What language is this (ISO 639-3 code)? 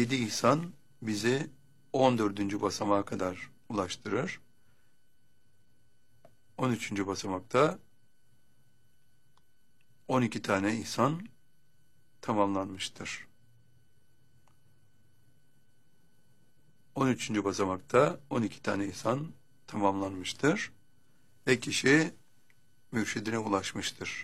tur